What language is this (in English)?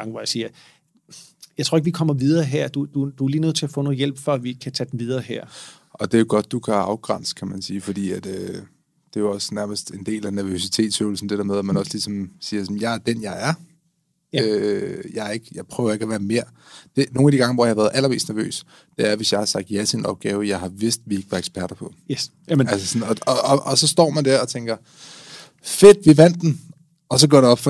Danish